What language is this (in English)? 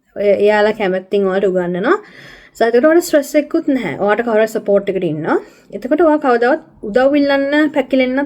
Sinhala